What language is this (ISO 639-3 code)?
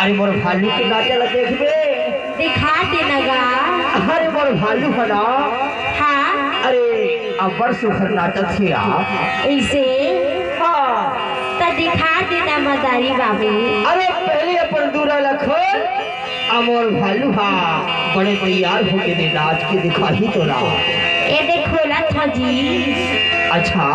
hne